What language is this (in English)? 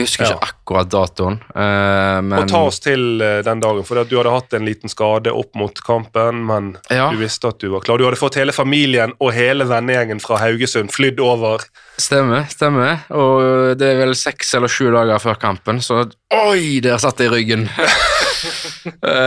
Norwegian